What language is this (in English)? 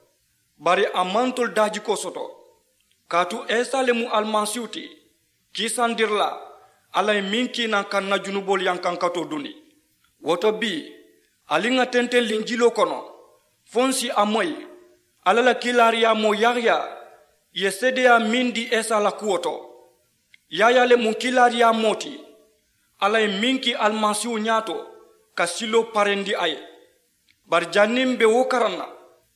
Mandingo